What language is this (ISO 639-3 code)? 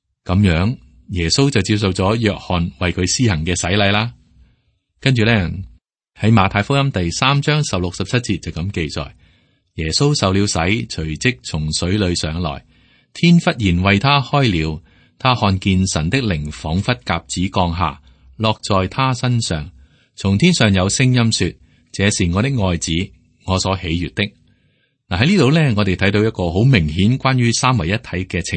yue